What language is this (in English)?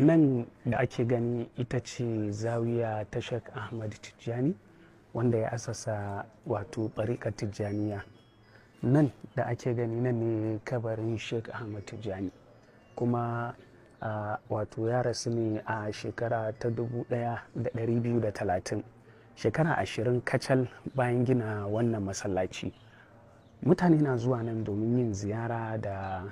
Hausa